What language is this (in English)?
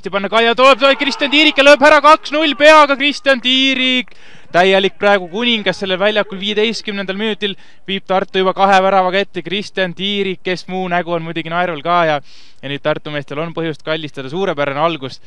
Estonian